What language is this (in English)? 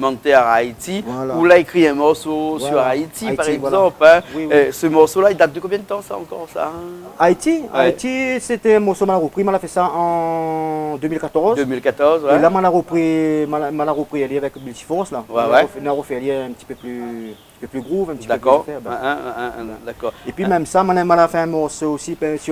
Réunion Creole French